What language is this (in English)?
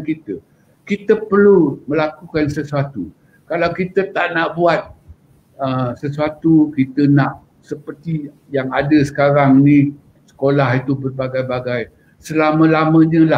Malay